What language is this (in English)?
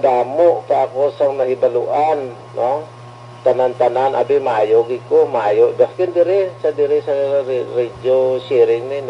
Hiligaynon